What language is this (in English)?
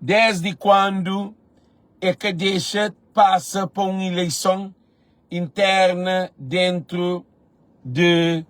Kabuverdianu